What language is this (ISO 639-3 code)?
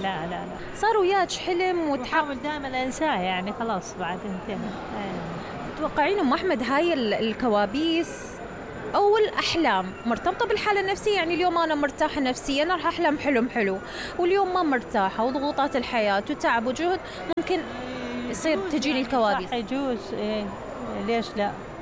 acm